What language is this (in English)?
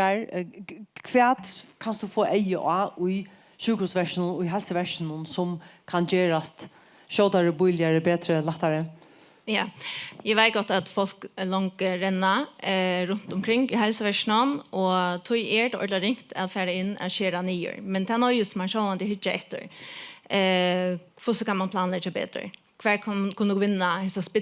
Faroese